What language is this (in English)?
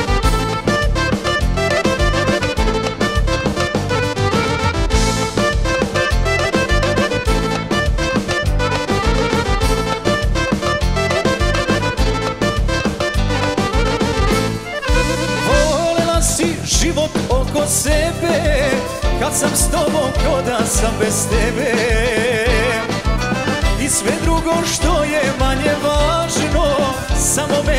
Croatian